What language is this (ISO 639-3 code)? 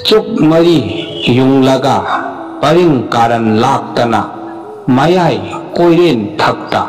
mni